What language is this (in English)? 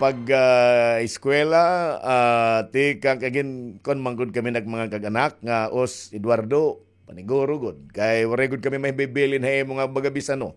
Waray